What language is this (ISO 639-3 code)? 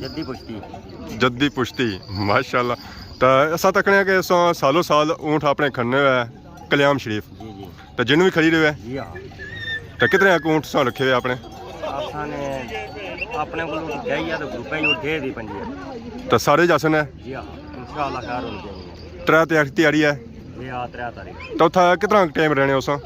phr